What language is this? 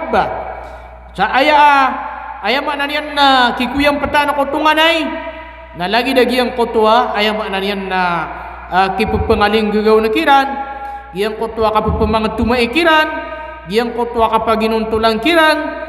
Maranao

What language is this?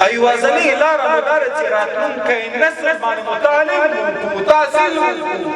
Pashto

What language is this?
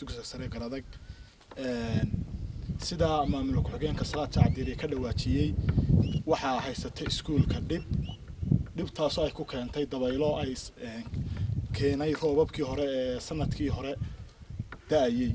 Somali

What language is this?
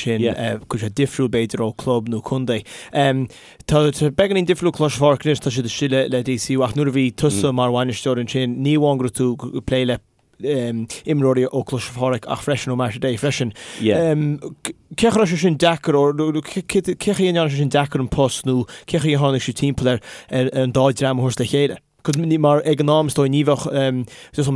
Irish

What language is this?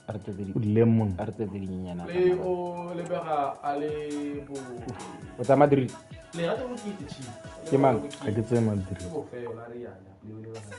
Tswana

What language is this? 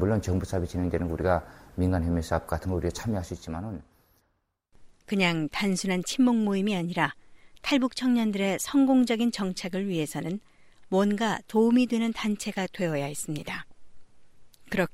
Korean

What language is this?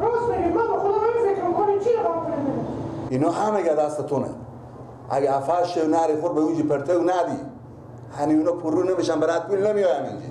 Persian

